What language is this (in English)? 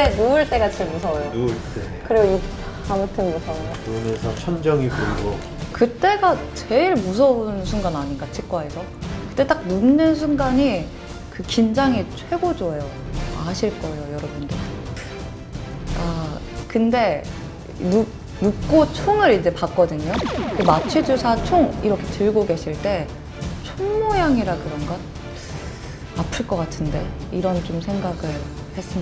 Korean